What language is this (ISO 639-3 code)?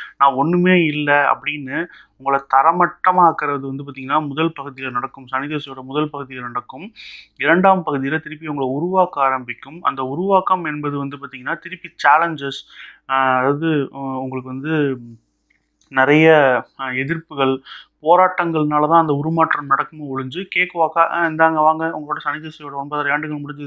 tam